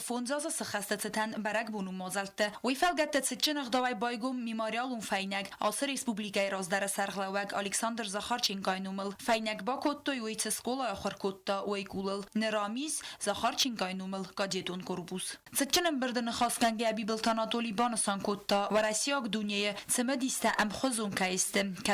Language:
Ossetic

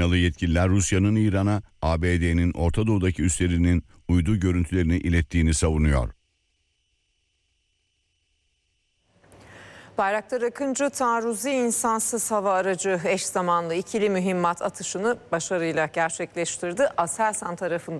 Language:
Turkish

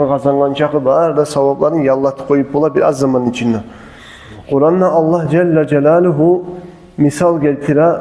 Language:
Kumyk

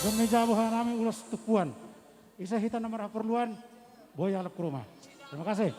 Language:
Batak Simalungun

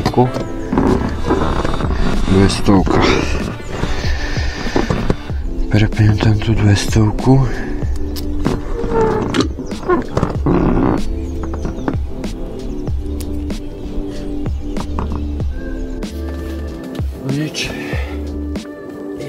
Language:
Slovak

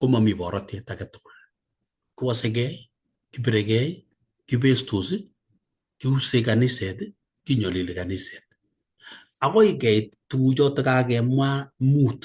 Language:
Kalenjin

